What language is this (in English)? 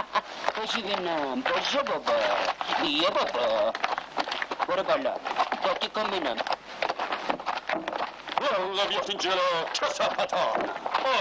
Persian